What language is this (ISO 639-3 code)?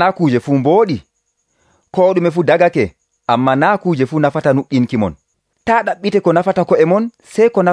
fuv